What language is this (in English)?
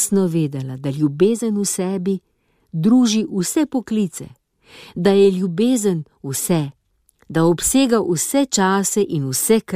Slovenian